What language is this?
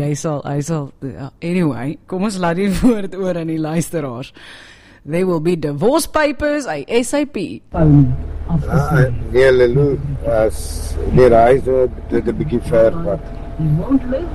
Afrikaans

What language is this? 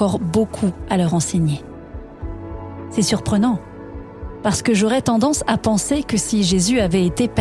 French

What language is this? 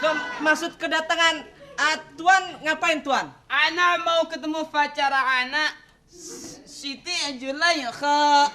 Betawi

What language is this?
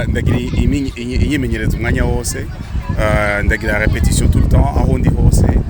Rundi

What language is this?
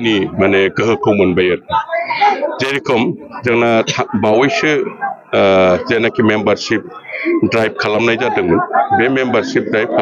Bodo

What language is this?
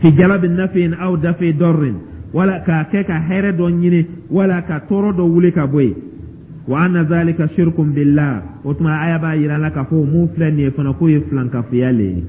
Dyula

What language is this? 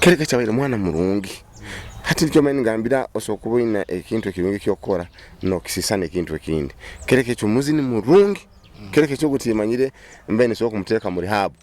Nyoro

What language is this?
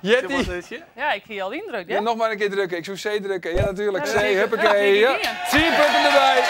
Western Frisian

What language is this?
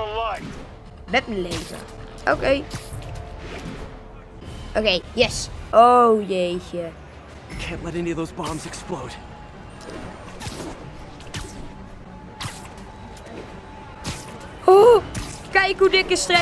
Dutch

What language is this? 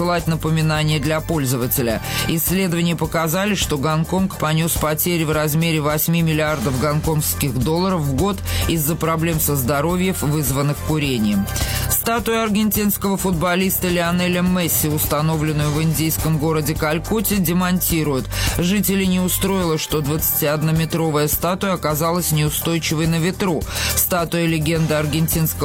Russian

